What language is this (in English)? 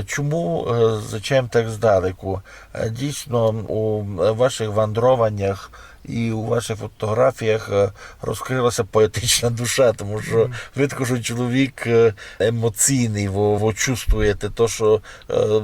Rusyn